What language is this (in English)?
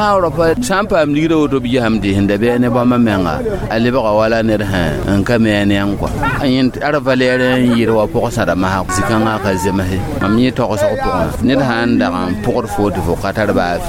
Mossi